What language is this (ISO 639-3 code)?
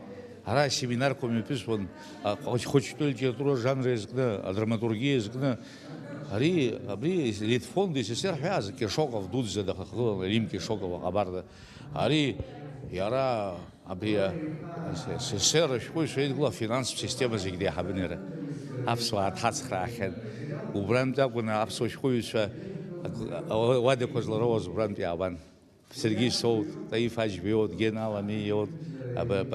abk